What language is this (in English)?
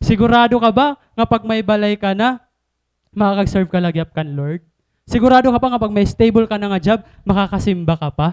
Waray